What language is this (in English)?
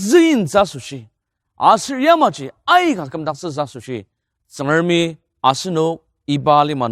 Ao Naga